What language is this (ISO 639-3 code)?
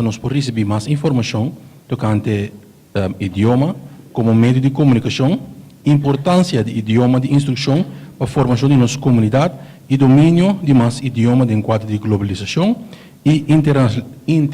pap